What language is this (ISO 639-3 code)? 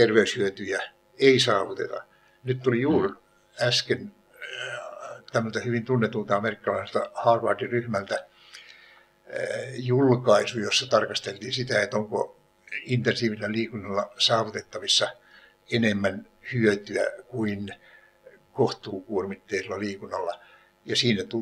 fin